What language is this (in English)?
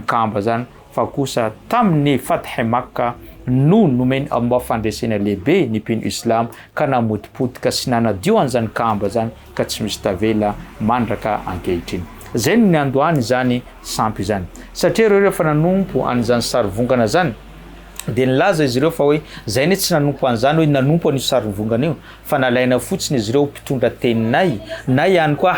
Malagasy